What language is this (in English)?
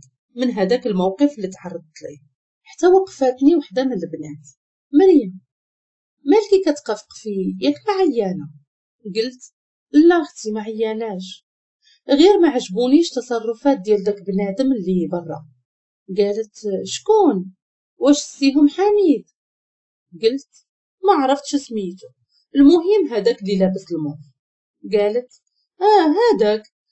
Moroccan Arabic